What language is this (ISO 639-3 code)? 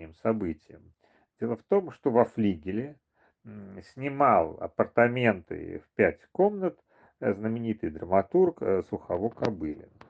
rus